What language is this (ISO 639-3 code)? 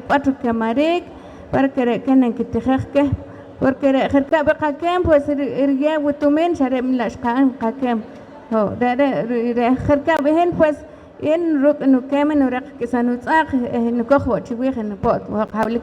poh